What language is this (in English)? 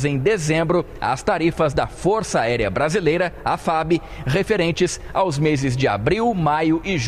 Portuguese